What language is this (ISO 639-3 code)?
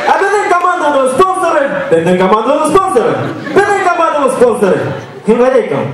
bak